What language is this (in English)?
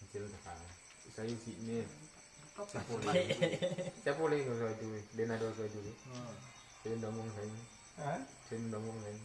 Minangkabau